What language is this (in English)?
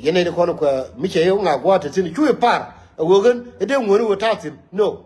Nuer